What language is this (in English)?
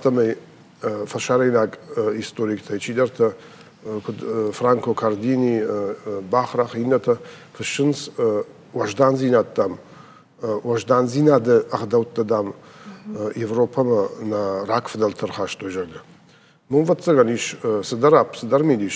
Ossetic